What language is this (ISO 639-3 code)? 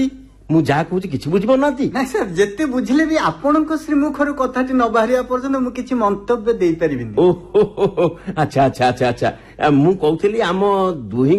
ori